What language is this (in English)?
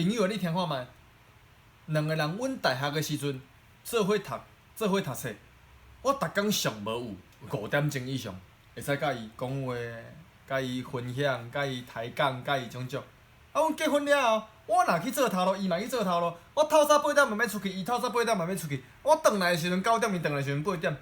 Min Nan Chinese